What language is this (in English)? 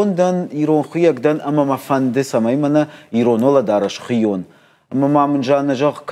Ossetic